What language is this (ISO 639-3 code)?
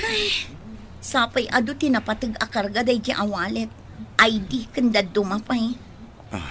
ilo